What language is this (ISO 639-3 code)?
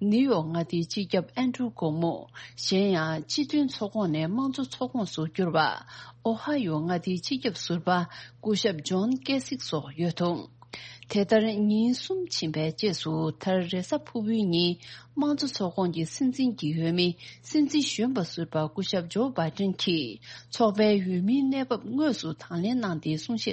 bod